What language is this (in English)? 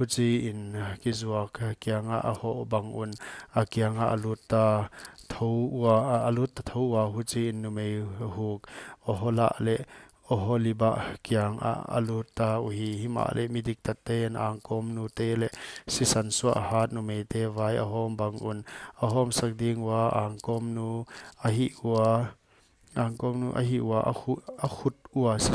Paite Chin